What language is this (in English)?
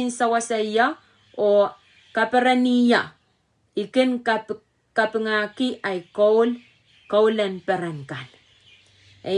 Pohnpeian